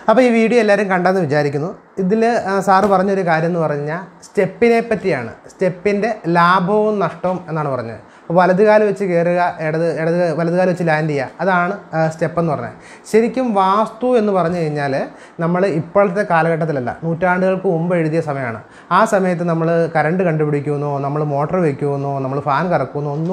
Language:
Malayalam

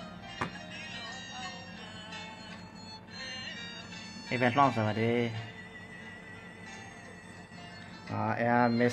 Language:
Burmese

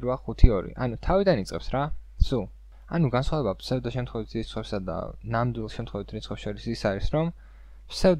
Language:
Georgian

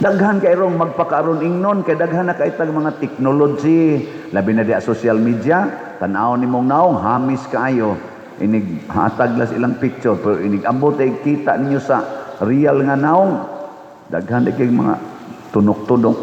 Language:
Cebuano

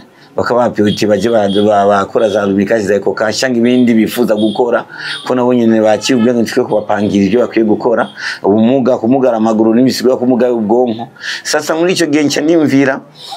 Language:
Rundi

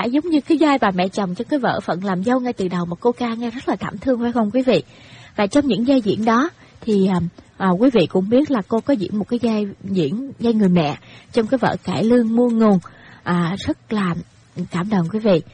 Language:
Vietnamese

